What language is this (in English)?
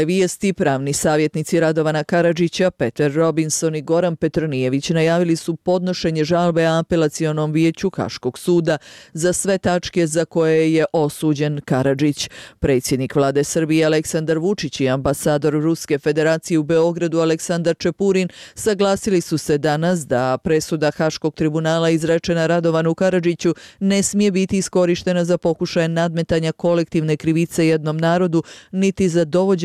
Bosnian